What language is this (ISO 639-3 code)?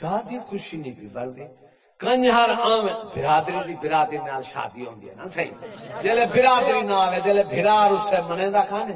skr